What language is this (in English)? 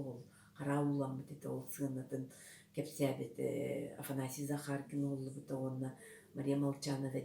Yakut